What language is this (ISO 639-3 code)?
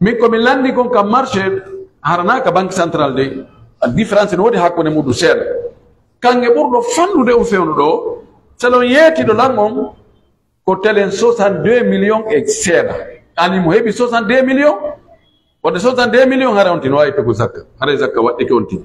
fuf